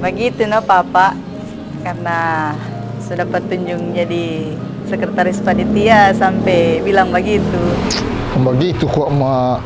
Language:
Manado Malay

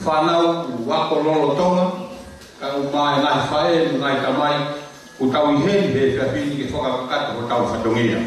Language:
Tongan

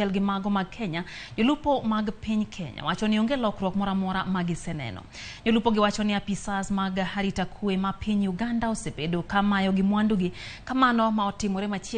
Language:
Luo (Kenya and Tanzania)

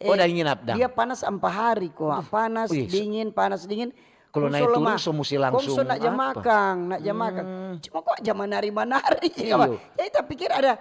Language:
Manado Malay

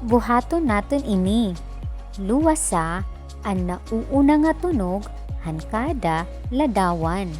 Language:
Waray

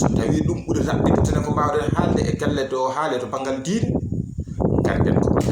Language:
Fula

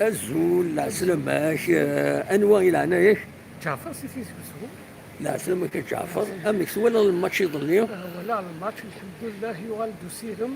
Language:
Kabyle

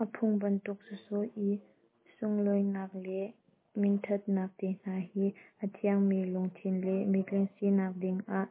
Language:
Hakha Chin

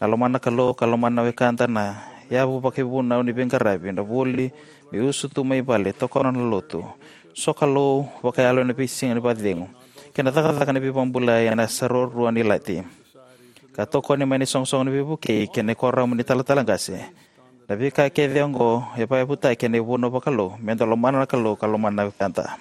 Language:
Fijian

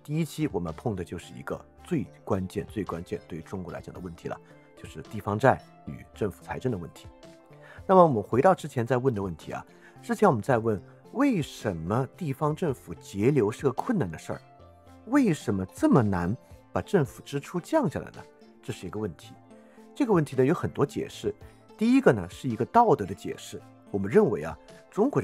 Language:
Chinese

